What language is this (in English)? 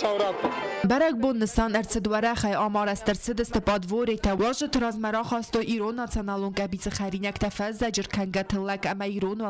Ossetic